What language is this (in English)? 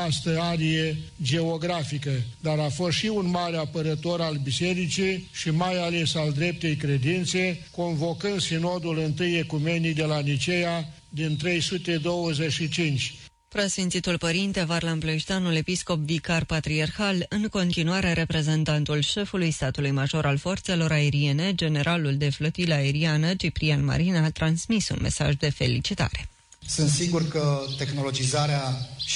Romanian